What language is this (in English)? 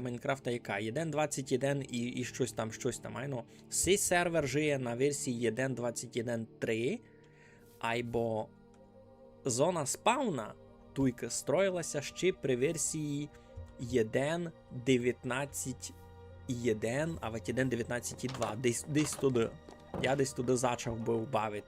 Rusyn